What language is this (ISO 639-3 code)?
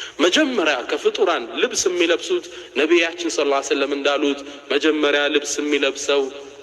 amh